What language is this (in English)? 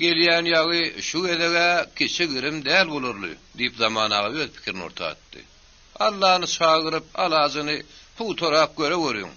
Turkmen